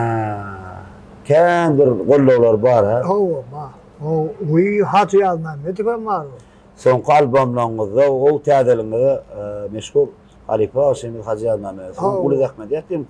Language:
Turkmen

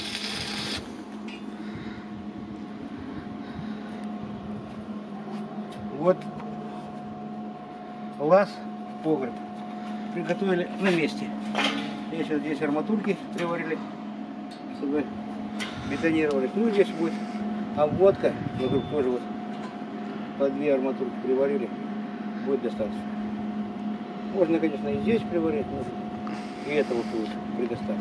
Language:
Russian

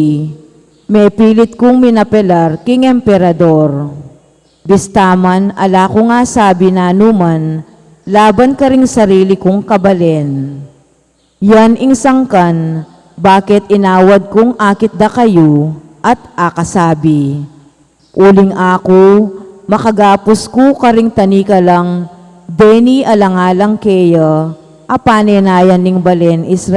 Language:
Pampanga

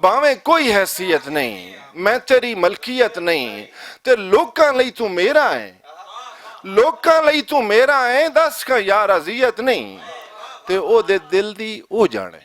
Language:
Western Panjabi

